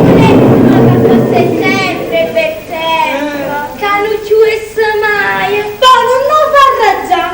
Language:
Neapolitan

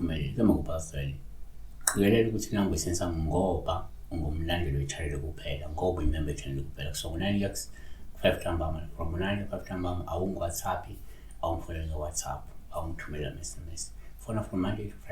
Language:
Zulu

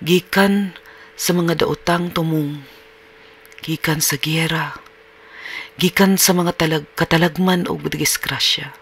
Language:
Cebuano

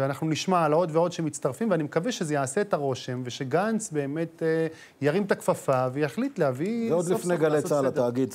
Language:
Hebrew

